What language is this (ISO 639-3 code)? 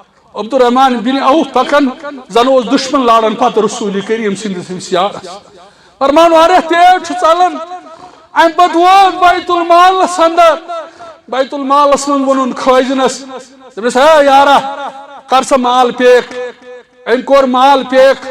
kas